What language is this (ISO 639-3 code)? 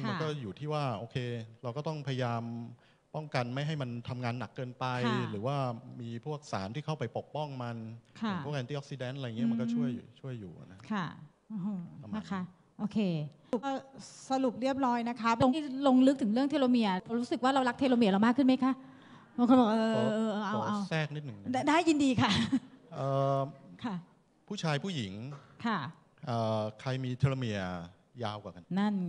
tha